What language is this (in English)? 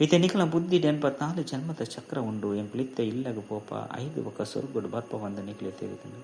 Tulu